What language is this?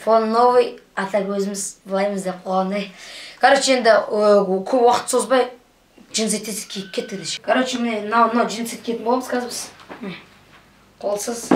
Kazakh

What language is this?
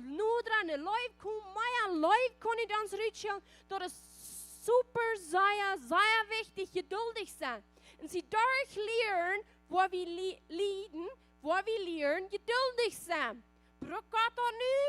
Plautdietsch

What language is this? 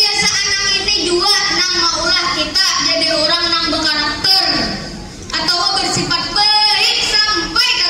Banjar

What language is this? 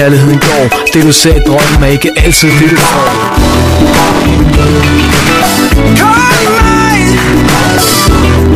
Danish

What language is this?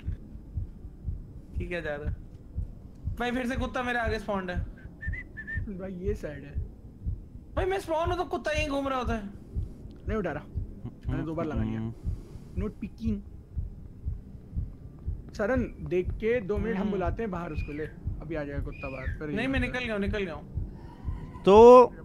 Hindi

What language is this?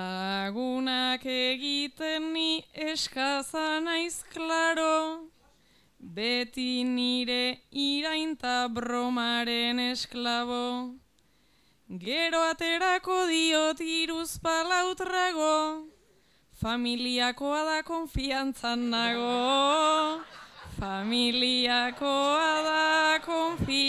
Basque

